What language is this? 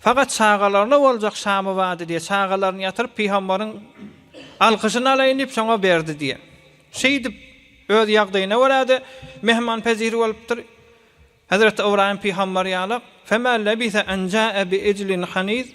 Turkmen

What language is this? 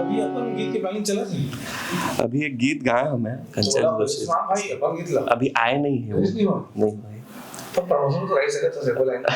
Chhattisgarhi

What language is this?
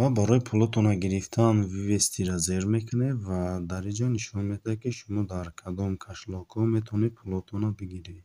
Tajik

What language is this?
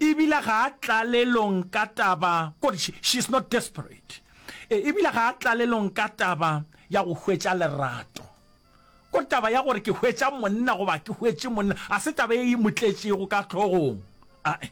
Northern Sotho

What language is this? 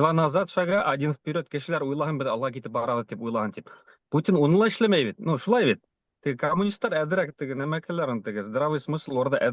Bashkir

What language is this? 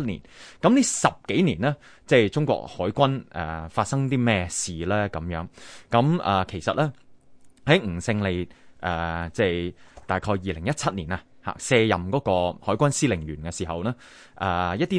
Cantonese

